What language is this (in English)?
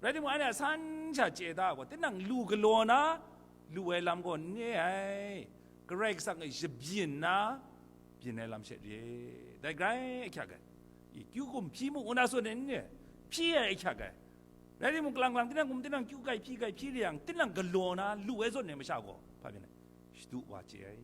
Kachin